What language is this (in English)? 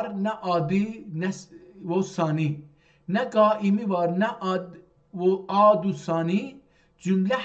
South Azerbaijani